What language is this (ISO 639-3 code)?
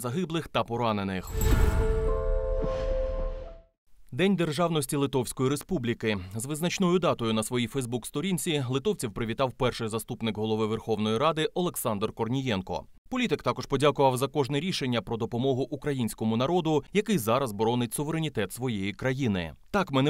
ukr